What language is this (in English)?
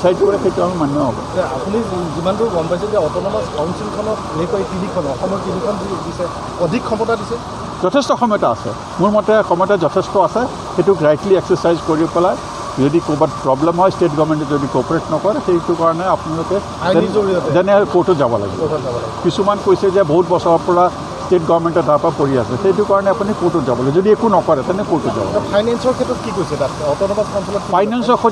Karbi